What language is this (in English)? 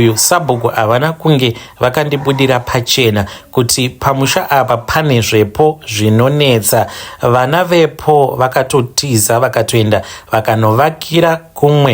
Shona